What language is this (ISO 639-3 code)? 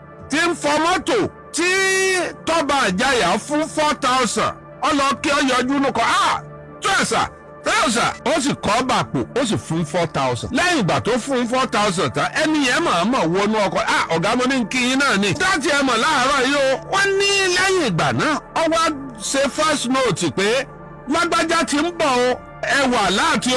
yor